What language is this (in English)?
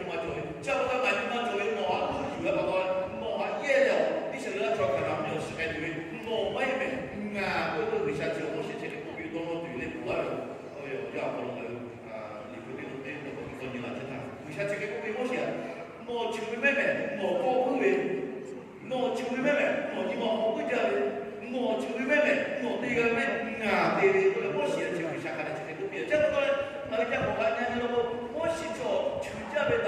Lahu